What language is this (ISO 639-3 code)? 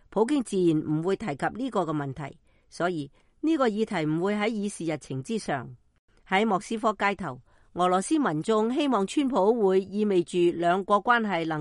yue